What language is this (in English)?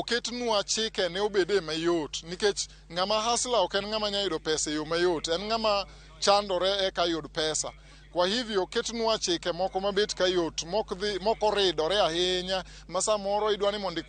Luo (Kenya and Tanzania)